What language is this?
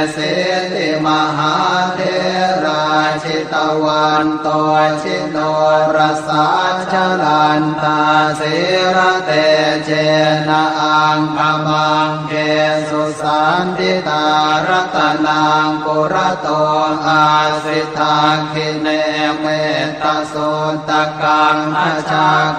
Pali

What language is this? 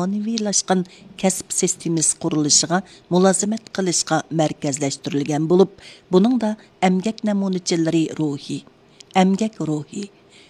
Uyghur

